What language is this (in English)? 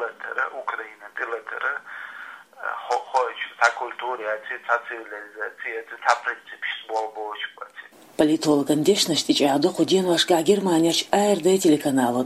Chechen